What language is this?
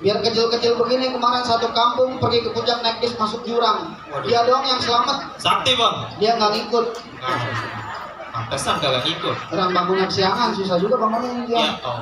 Betawi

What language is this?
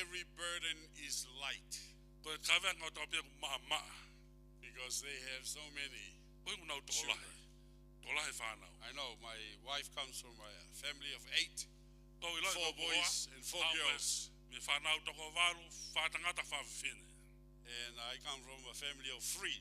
Tongan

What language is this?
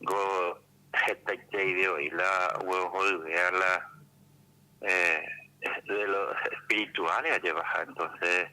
Guarani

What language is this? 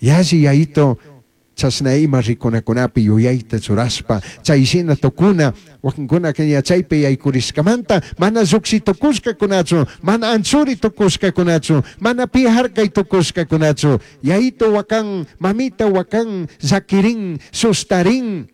Chimborazo Highland Quichua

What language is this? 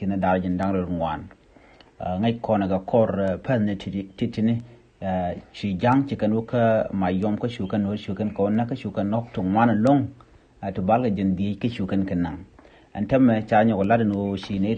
Nuer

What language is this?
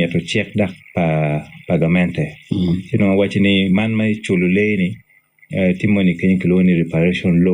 Acoli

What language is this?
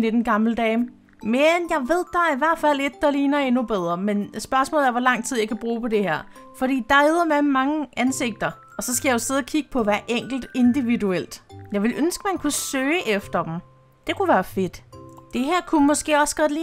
Danish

